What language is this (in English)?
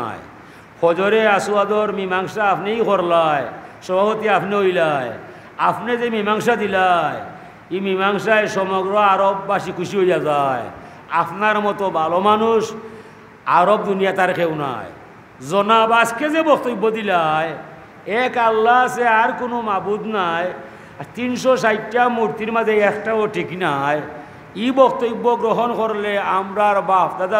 Sylheti